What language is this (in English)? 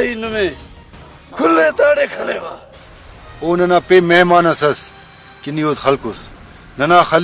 Brahui